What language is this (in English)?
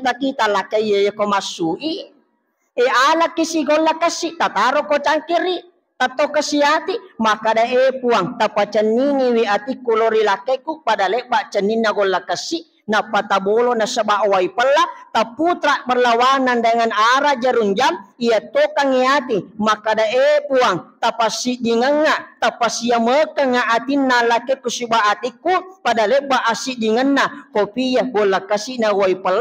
Buginese